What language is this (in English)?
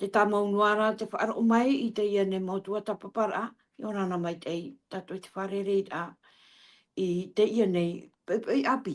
Tahitian